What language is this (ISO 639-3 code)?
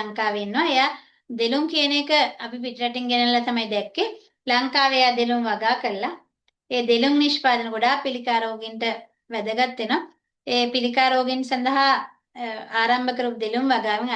sin